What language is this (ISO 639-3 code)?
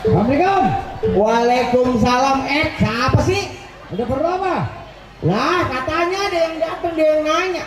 bew